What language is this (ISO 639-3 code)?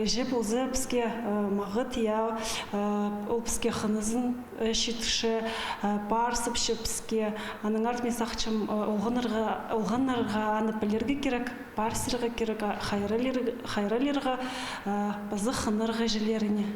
kjh